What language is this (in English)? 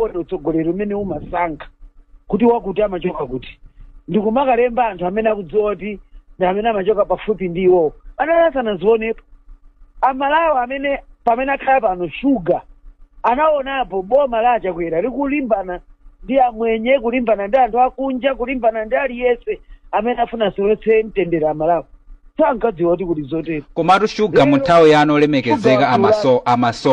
Nyanja